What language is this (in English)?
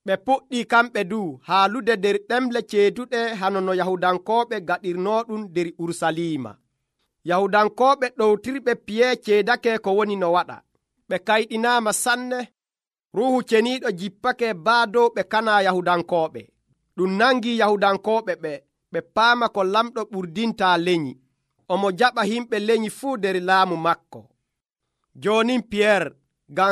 Nigerian Fulfulde